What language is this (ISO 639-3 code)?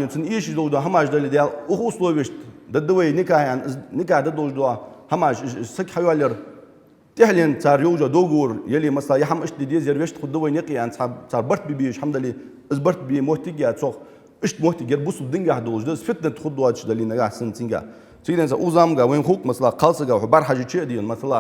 inh